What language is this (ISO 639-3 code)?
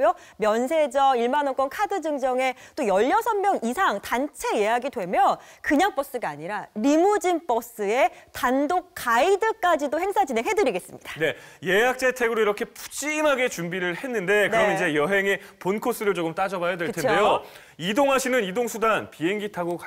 kor